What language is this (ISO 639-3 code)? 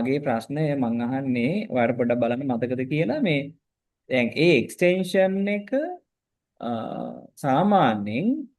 sin